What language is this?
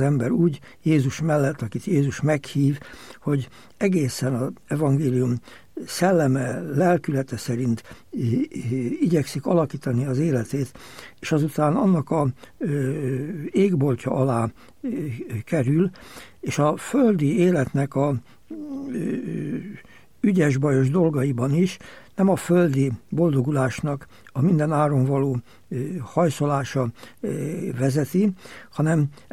Hungarian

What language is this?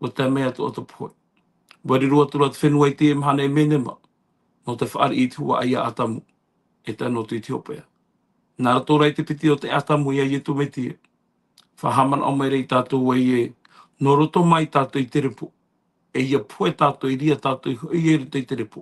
Tahitian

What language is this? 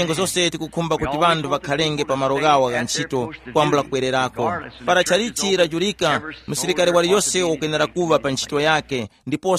Tumbuka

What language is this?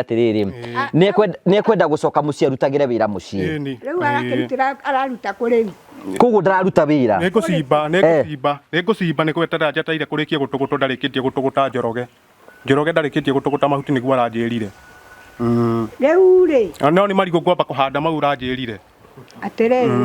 Kikuyu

